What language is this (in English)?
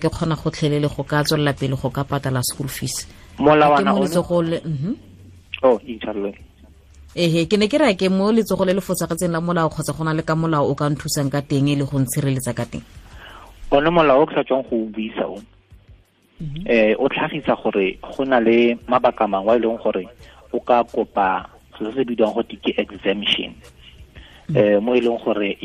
Tswana